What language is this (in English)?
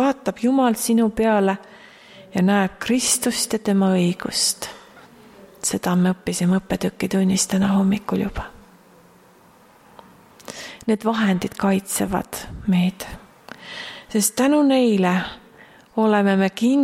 Estonian